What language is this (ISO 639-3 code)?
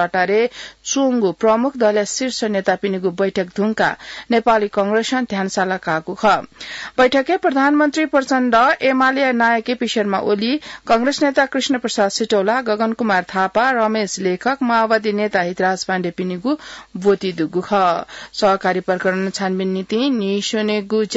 new